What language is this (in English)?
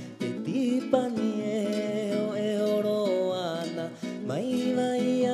Rapanui